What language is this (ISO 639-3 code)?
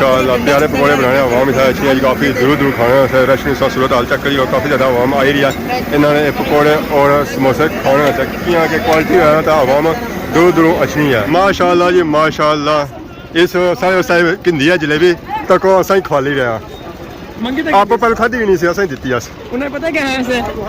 phr